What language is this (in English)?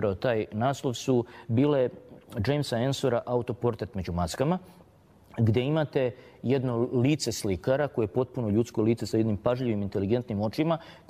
Serbian